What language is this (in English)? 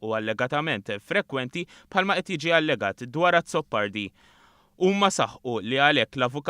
Maltese